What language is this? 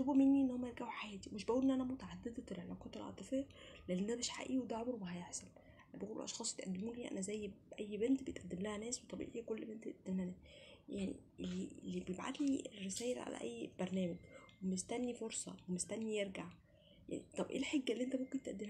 Egyptian Arabic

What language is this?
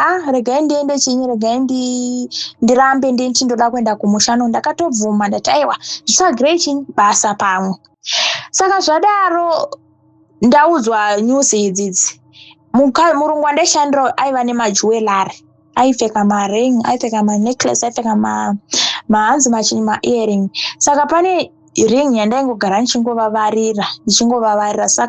Shona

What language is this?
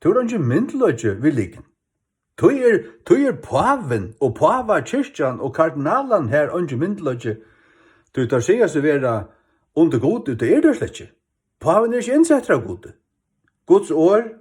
Faroese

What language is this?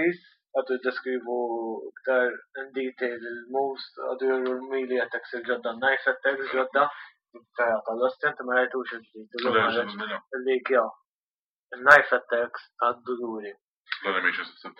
Maltese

